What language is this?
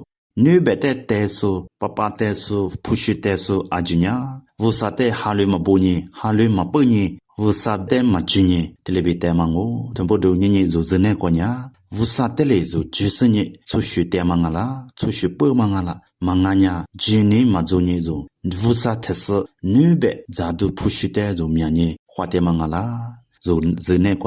Lisu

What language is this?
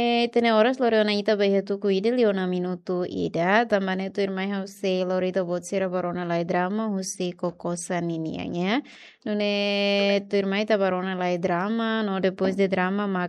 Tetum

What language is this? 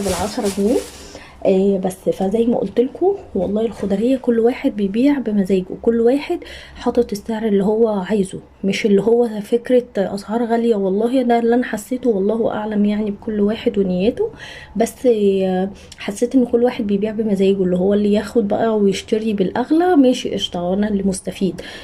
Egyptian Arabic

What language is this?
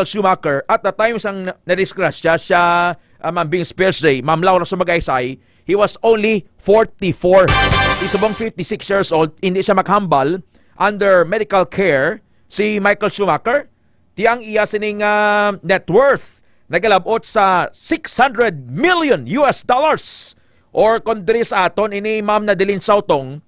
Hiligaynon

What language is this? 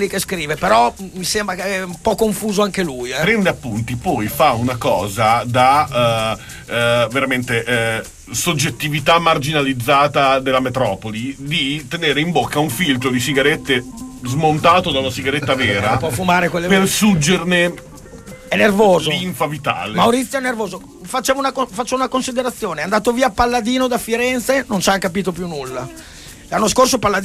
Italian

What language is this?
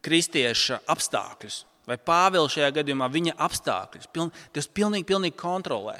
Latvian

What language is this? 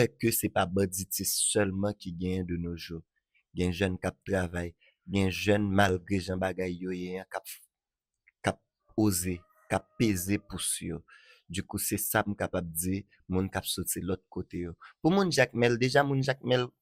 Haitian Creole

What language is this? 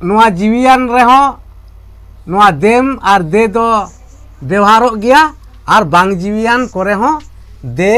Santali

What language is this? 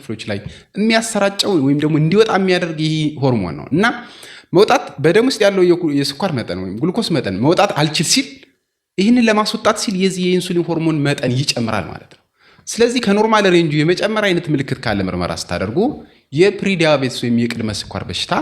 Amharic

